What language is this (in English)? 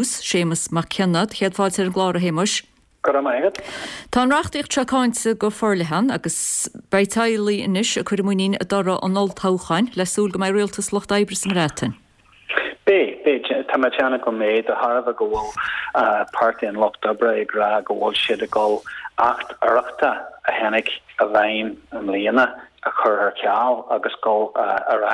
Irish